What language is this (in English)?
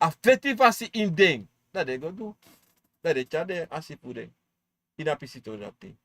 Sranan Tongo